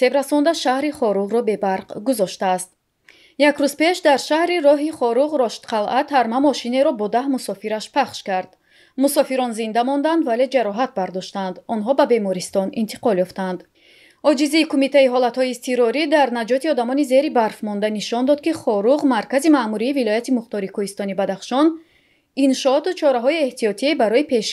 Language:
Tajik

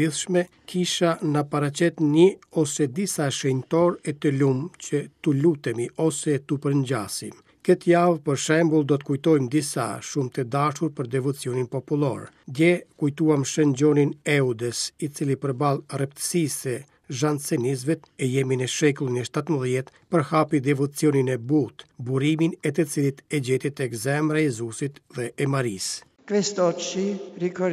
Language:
Albanian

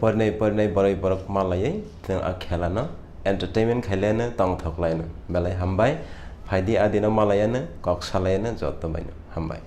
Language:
Kok Borok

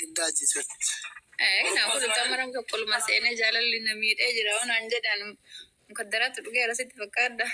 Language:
Oromo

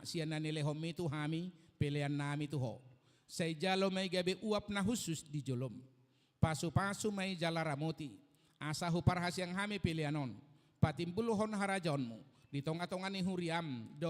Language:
Batak Toba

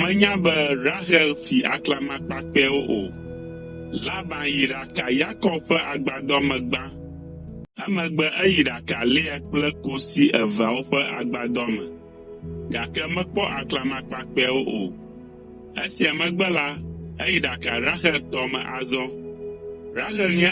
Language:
Ewe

